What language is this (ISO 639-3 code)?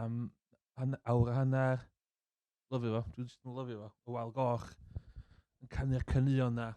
cym